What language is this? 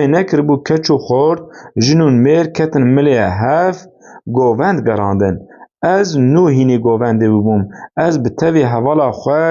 Kurdish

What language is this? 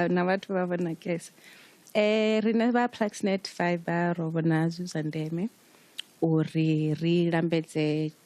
Venda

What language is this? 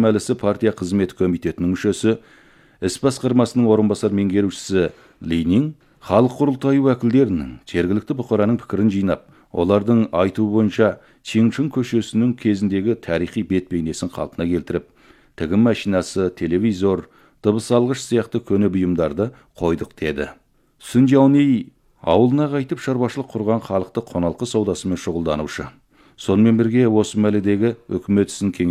Kazakh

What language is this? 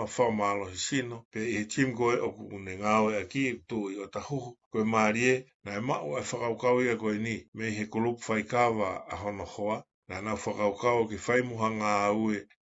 Tongan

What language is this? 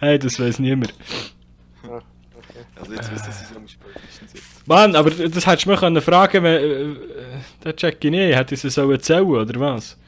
Swiss German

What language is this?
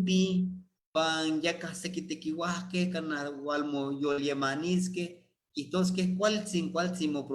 Eastern Huasteca Nahuatl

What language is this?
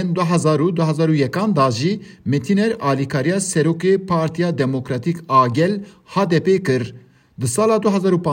Kurdish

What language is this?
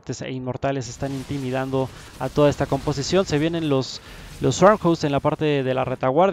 Spanish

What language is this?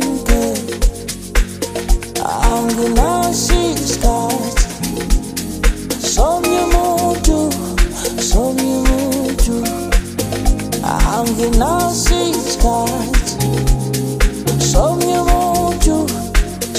Zulu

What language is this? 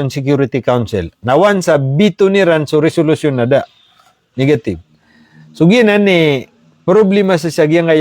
Maranao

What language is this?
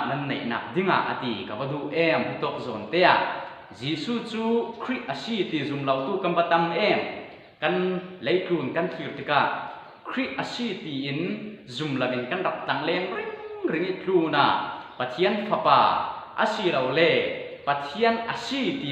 Falam Chin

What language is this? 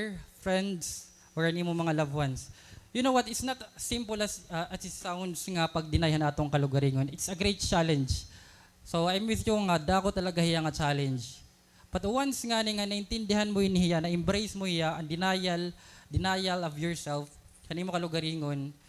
Waray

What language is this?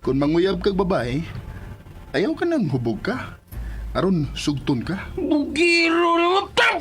Cebuano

